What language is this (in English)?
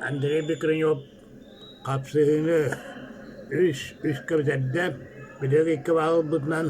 Yakut